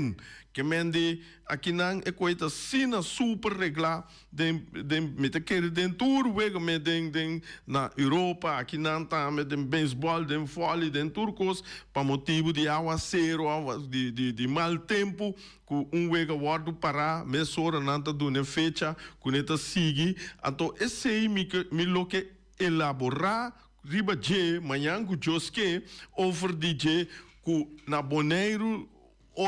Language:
Papiamento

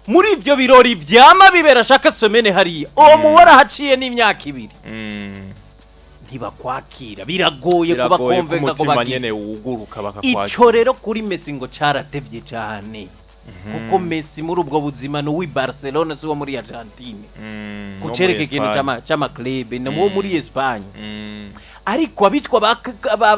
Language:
Rundi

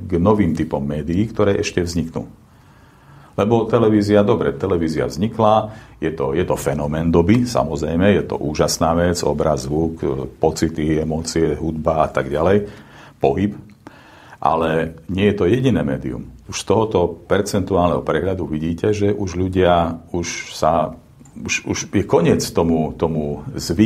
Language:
Slovak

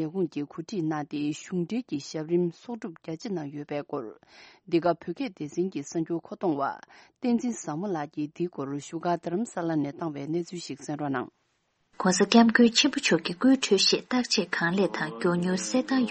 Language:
Tibetan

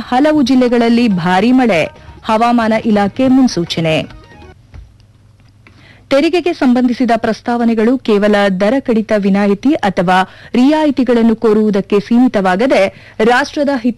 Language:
Kannada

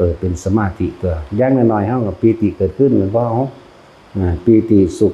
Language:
Northeastern Thai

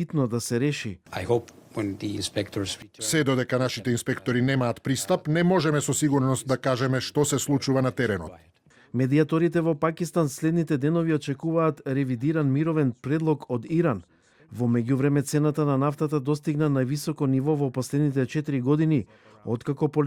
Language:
Macedonian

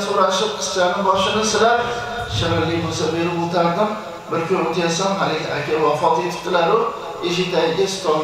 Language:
Uzbek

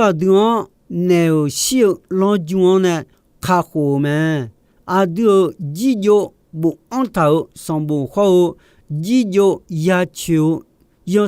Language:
Akha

